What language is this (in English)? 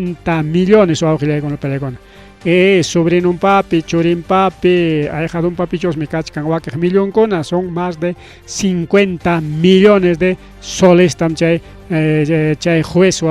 Ayacucho Quechua